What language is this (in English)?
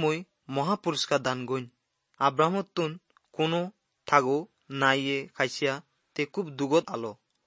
Assamese